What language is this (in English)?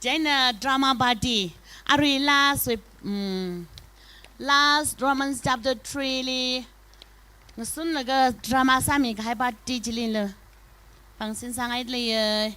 Tangkhul Naga (India)